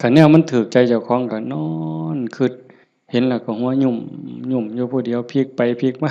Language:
Northeastern Thai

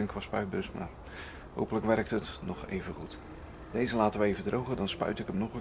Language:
Dutch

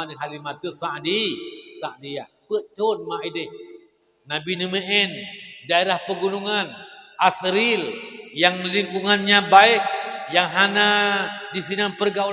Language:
Achinese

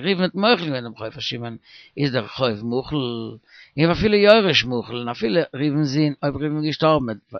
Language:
Yiddish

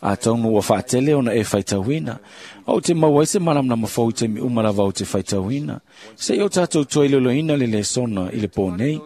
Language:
Samoan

